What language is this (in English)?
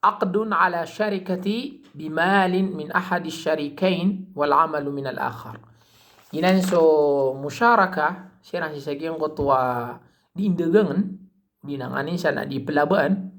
Maranao